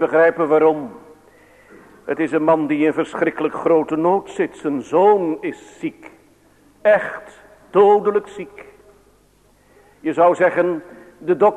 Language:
Dutch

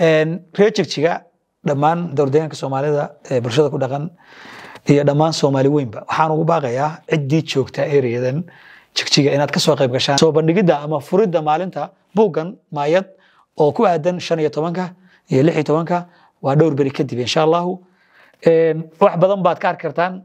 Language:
Somali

